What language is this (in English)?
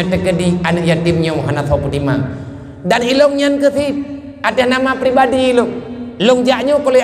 Achinese